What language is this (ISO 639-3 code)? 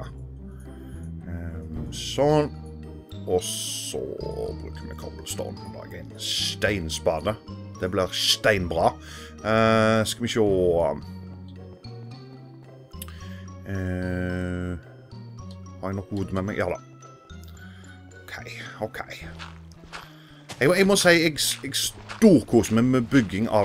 nor